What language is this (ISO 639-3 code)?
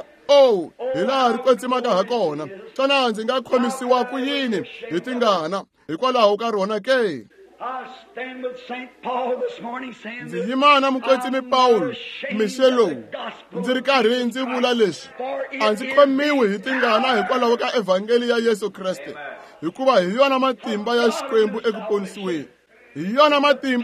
tso